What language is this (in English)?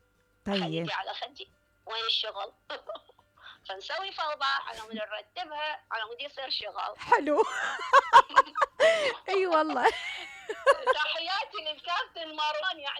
Mesopotamian Arabic